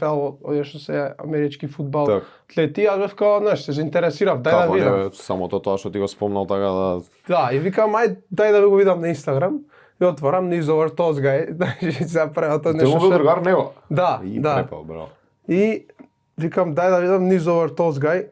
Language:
Macedonian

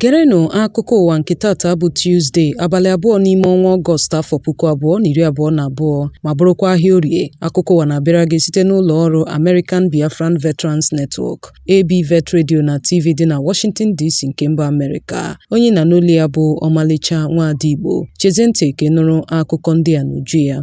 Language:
Igbo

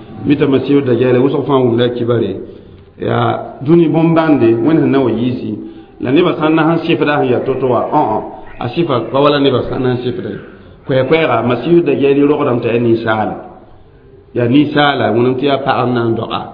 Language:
Mossi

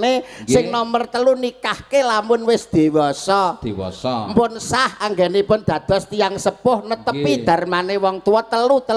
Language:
Javanese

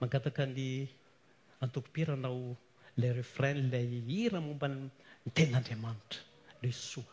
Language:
Malagasy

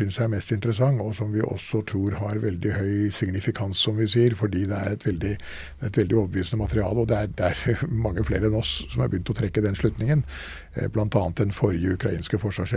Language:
Norwegian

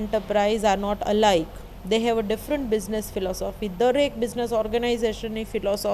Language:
Gujarati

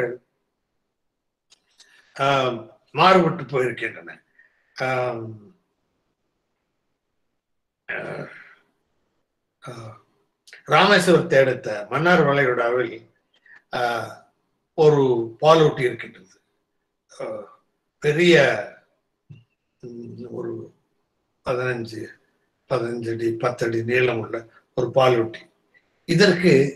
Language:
Tamil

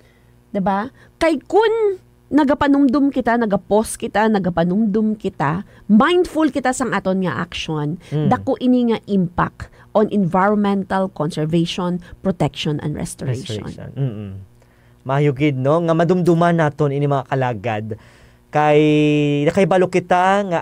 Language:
Hiligaynon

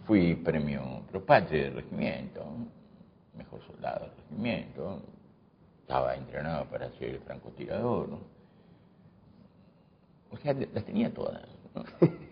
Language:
Spanish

